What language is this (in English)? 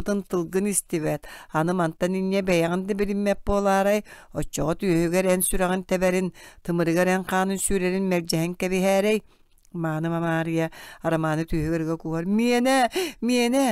Yakut